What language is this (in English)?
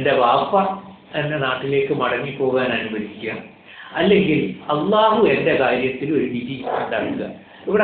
Malayalam